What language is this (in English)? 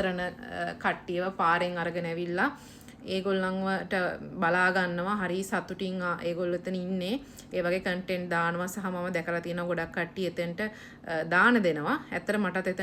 Sinhala